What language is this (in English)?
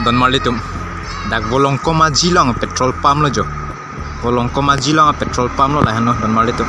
Karbi